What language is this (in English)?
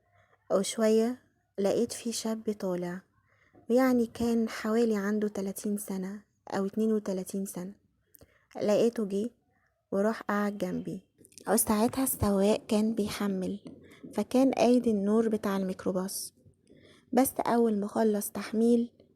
Egyptian Arabic